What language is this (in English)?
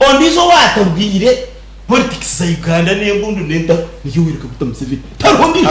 Nyankole